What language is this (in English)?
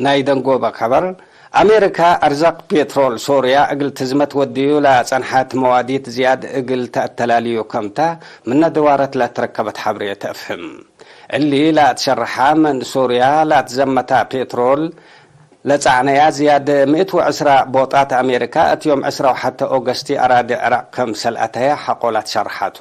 Tigre